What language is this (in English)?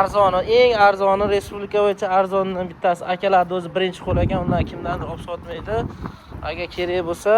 Uzbek